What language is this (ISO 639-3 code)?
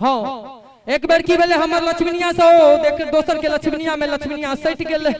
mai